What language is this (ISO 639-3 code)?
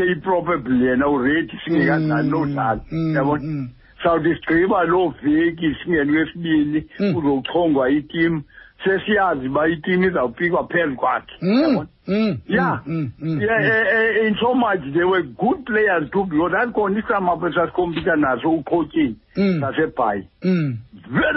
xho